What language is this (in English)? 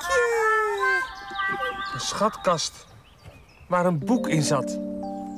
Dutch